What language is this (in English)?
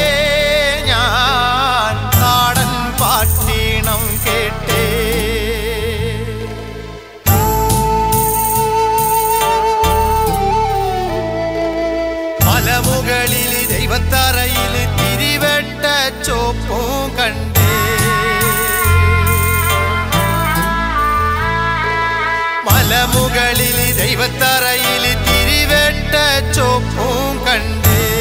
Malayalam